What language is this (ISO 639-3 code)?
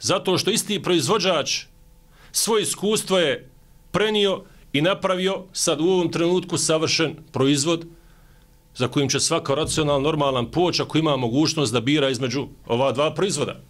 bos